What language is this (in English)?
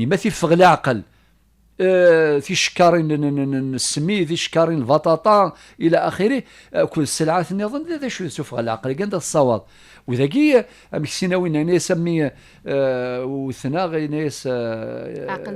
Kabyle